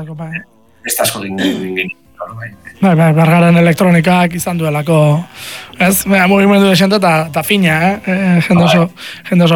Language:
Basque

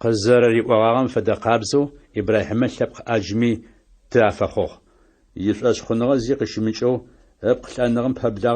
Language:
Adyghe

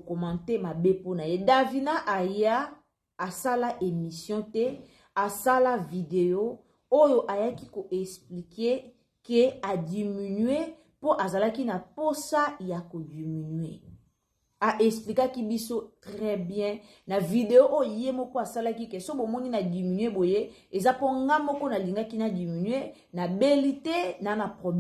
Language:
Lingala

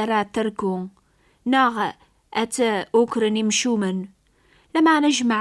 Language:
Kabyle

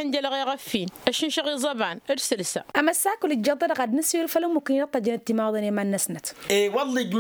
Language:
Tamasheq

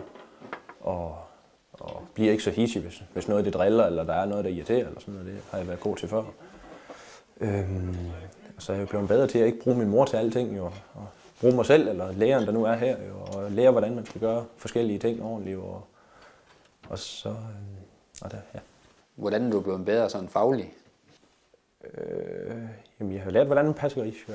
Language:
Danish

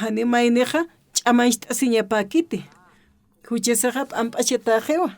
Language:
Aymara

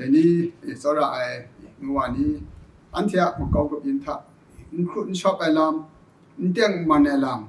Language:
Kachin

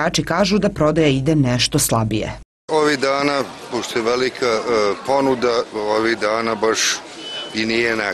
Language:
Serbian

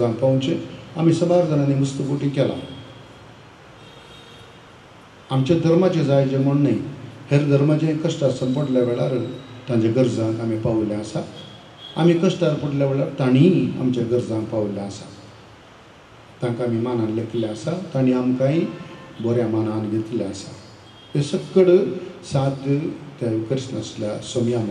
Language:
Konkani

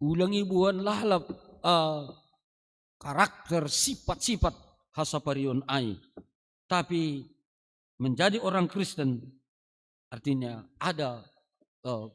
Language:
Batak Simalungun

